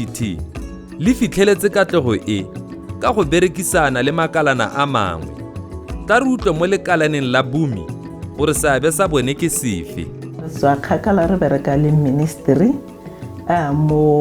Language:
Tswana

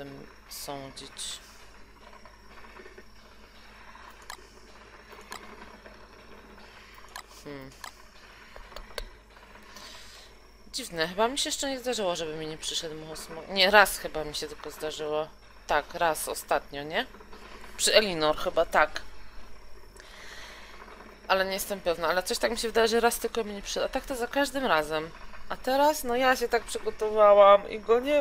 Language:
Polish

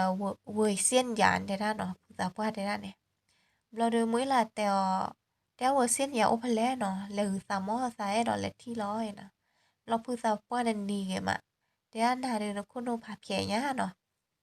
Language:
S'gaw Karen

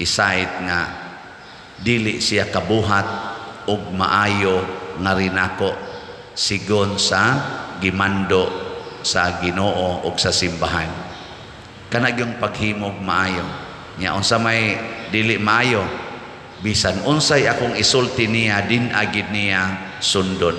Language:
Cebuano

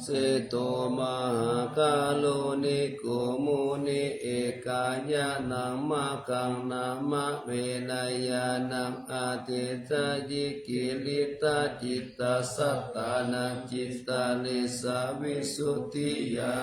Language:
Pali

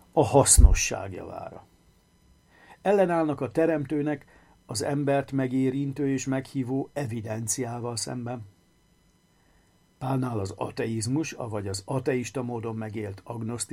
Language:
Hungarian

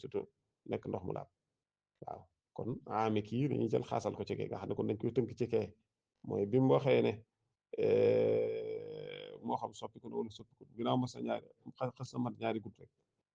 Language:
Wolof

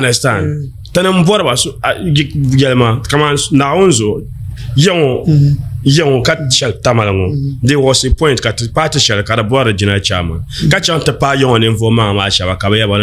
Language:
Dagbani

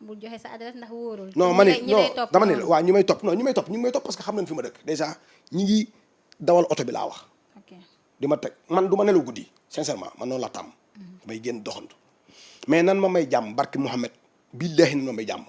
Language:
Wolof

